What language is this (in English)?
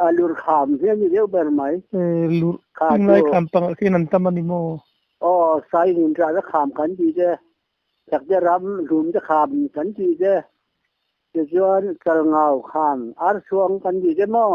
Mizo